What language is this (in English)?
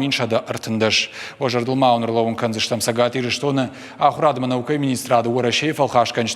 Ossetic